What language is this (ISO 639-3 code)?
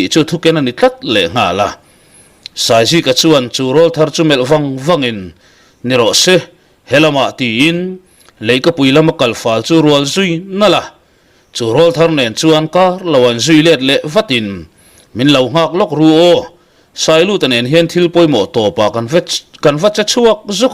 lus